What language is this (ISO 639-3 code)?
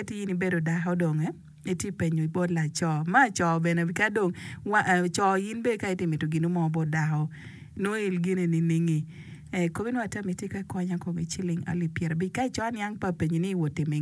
ach